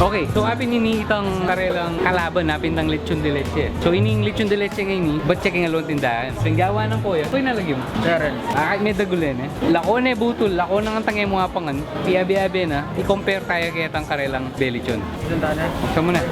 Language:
Pampanga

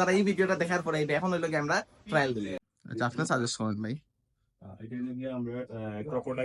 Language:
Sylheti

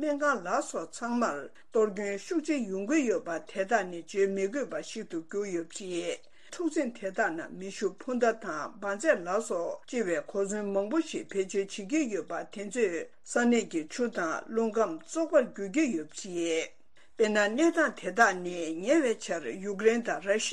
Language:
Tibetan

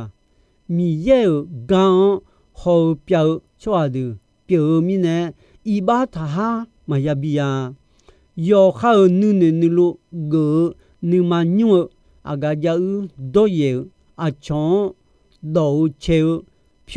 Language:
Akha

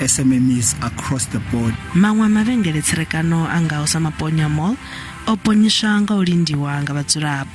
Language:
Venda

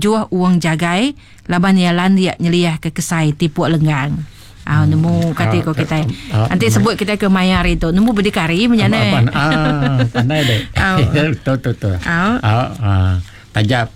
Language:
Iban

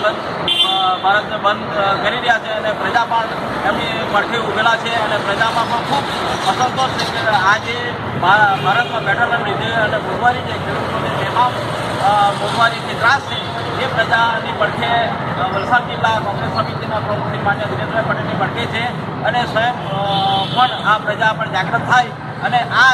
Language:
Gujarati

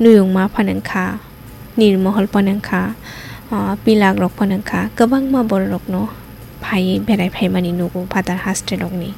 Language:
Kok Borok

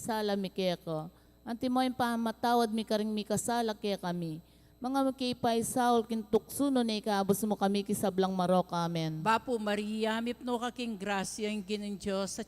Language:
Pampanga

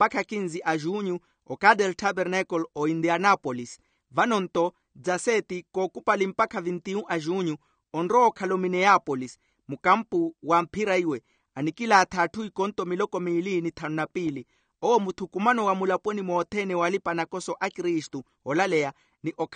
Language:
Makhuwa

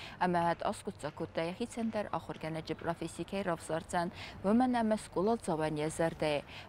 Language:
Ossetic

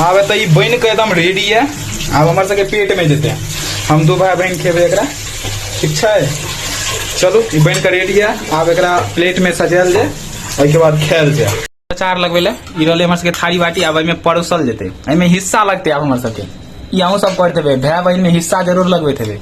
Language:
Maithili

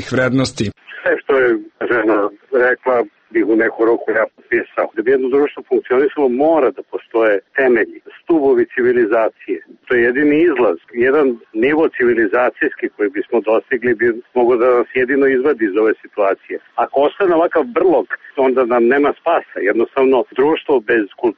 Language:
Serbian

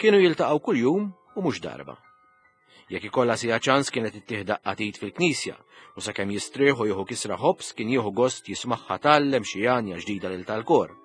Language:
Maltese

